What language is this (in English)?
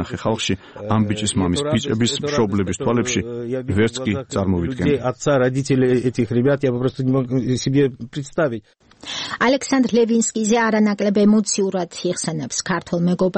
Georgian